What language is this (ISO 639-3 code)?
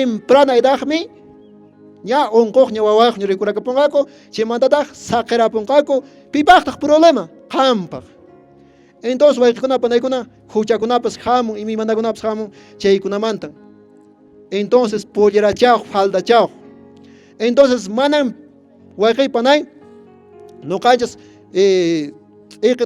que